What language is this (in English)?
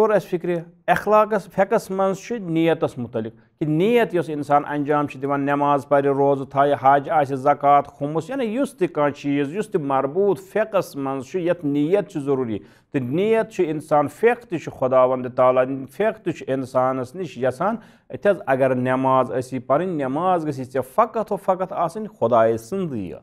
Kashmiri